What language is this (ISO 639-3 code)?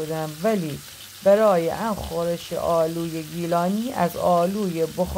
glk